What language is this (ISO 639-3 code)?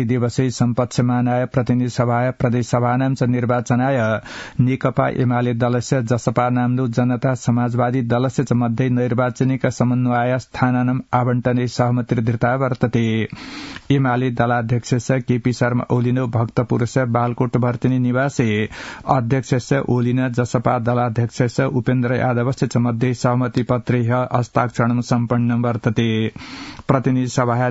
san